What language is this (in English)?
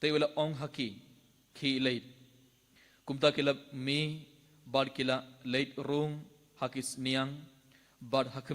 Khasi